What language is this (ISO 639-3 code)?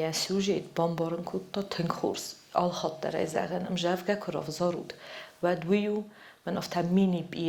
oss